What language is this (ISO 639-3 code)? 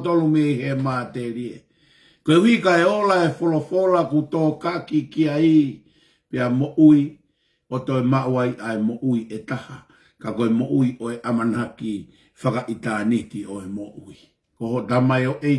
ton